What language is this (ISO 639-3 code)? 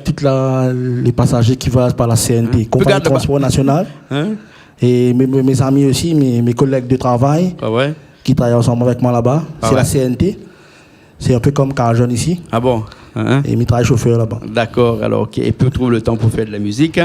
rcf